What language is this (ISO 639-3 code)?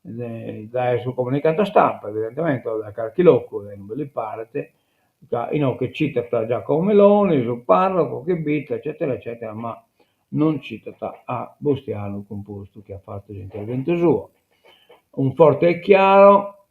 srd